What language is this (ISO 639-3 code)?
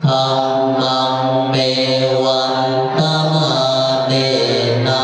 pli